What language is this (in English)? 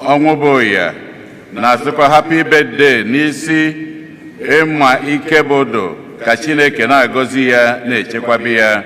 Igbo